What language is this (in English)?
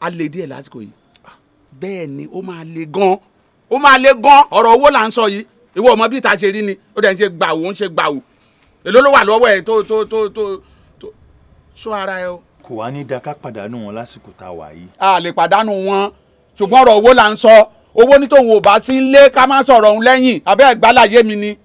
Yoruba